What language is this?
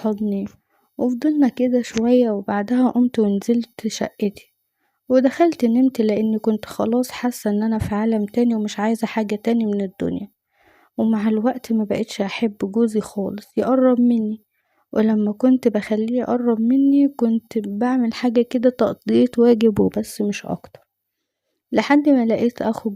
Egyptian Arabic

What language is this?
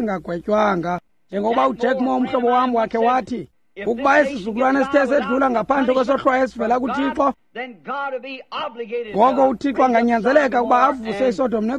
Xhosa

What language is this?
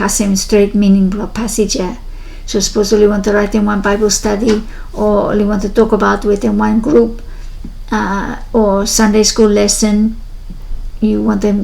Bislama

